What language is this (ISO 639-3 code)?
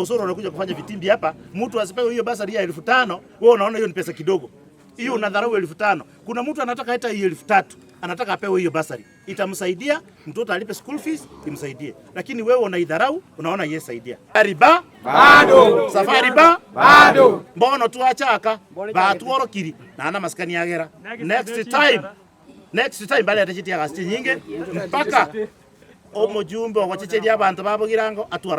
guz